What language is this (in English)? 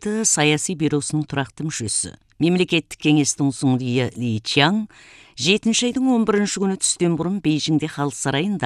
Kazakh